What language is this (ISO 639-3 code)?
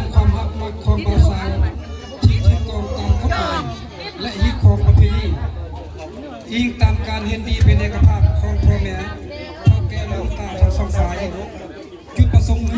lao